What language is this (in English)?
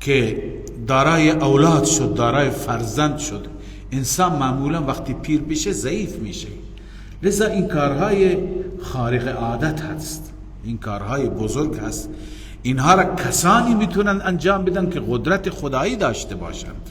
Persian